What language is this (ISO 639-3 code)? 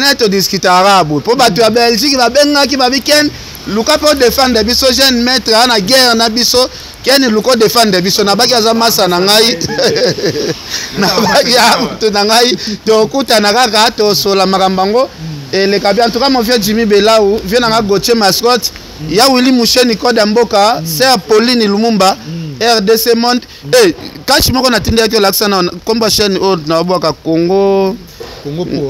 lin